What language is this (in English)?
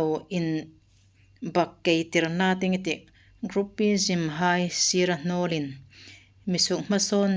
Hmar